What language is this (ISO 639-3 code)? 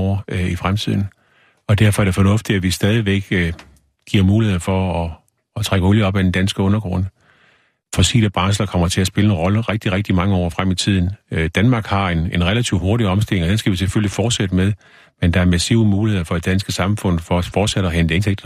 dan